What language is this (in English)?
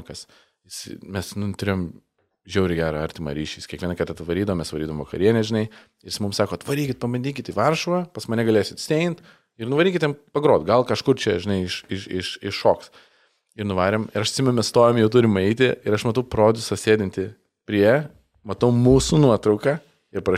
Lithuanian